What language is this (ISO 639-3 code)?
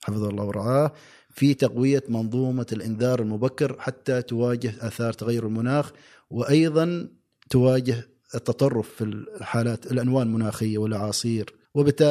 afb